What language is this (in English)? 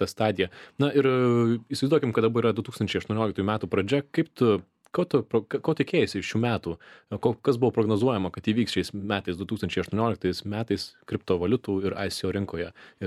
Lithuanian